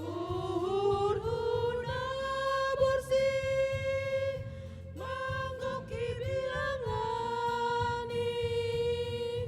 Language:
Batak Simalungun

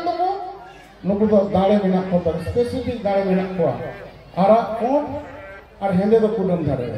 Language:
Santali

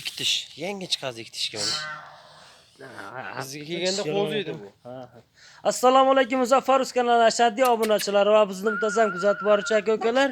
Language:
Uzbek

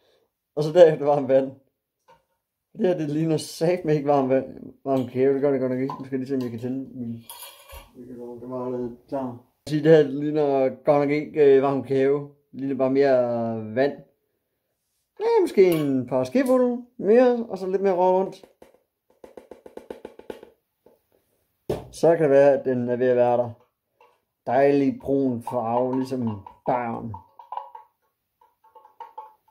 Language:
Danish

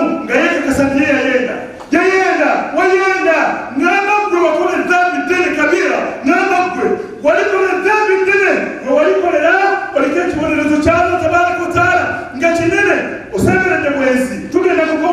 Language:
Nyankole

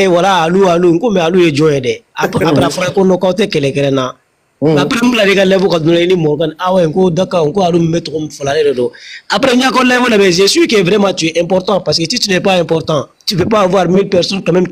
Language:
Bambara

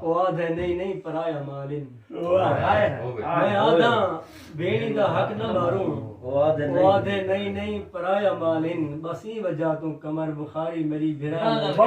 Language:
Saraiki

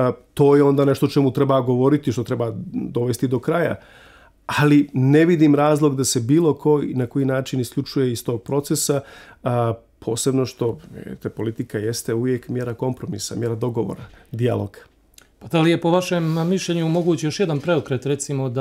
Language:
Serbian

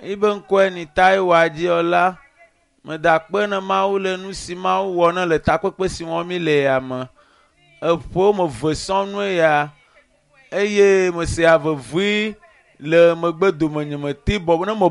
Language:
Ewe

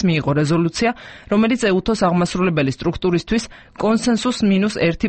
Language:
Georgian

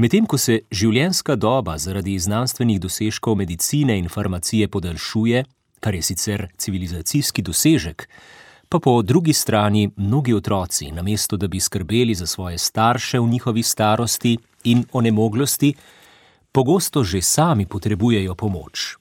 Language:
Slovenian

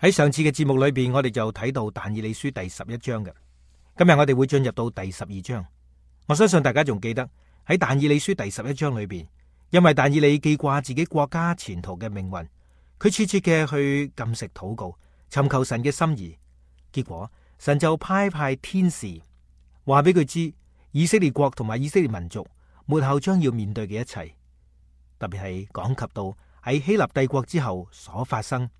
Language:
Cantonese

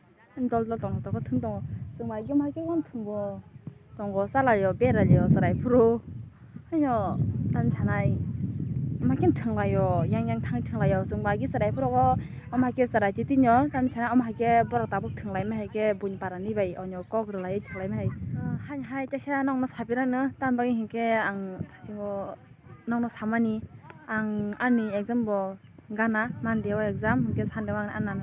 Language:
Kok Borok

